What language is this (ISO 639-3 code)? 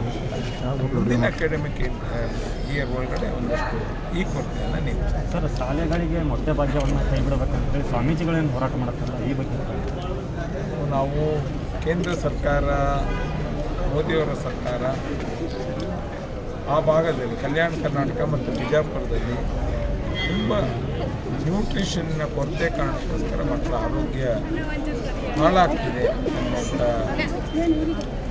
kan